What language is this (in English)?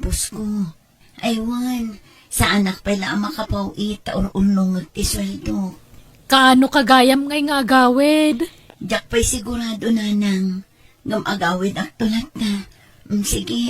Iloko